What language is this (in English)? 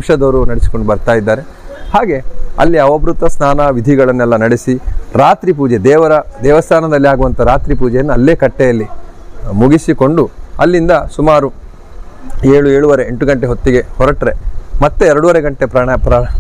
Kannada